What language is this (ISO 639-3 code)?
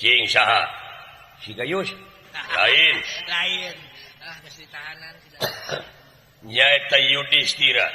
sun